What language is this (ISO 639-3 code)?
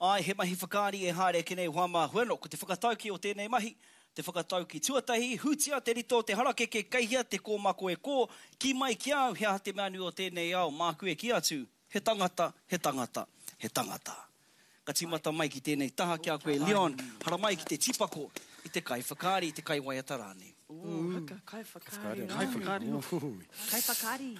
mri